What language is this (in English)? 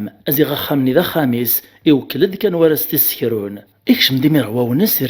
Kabyle